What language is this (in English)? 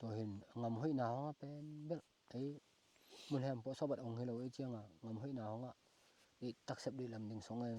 Tedim Chin